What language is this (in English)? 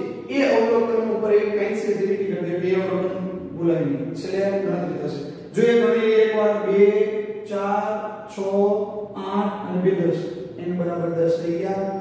Gujarati